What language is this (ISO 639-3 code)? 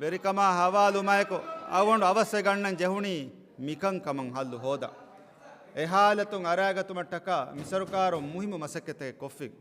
div